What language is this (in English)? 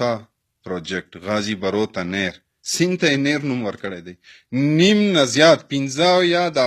Pashto